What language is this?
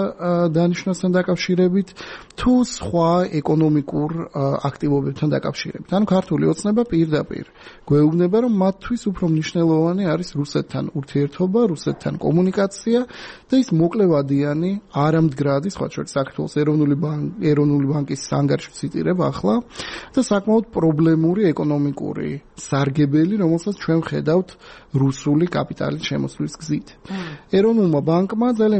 Georgian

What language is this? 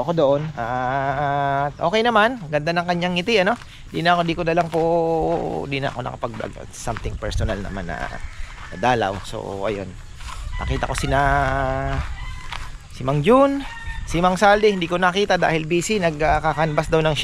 Filipino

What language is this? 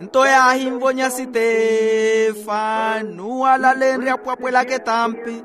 Makhuwa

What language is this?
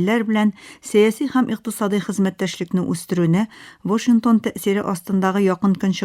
Tatar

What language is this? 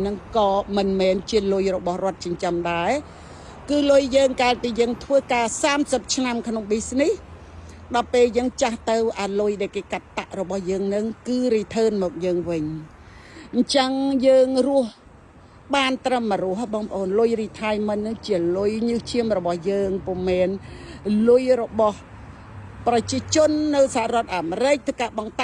Khmer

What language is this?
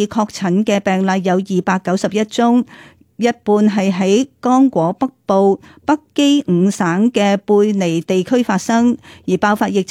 Cantonese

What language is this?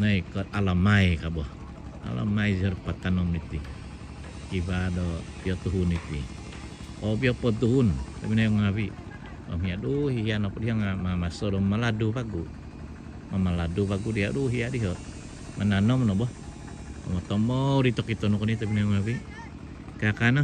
Central Dusun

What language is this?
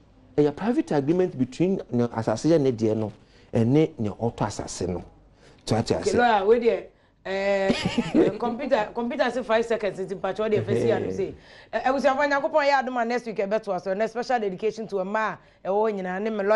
Akan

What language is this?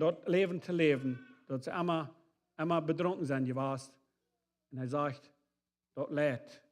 Plautdietsch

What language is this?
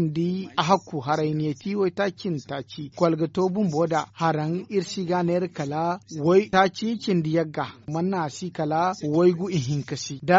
Zarma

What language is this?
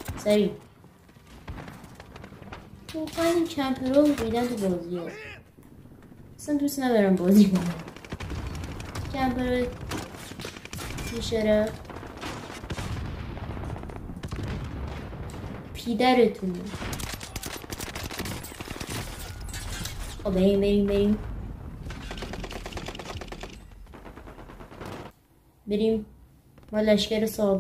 Persian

